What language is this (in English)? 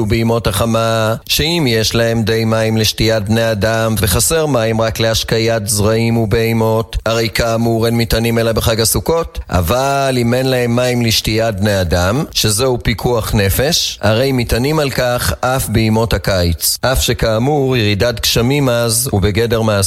Hebrew